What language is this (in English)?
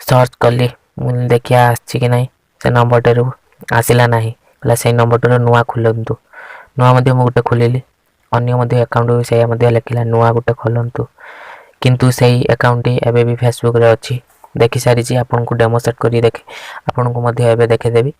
Odia